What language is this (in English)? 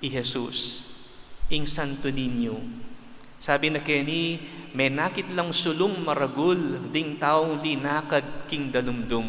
Pampanga